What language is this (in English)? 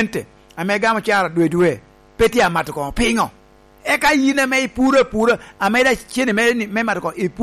Lango (Uganda)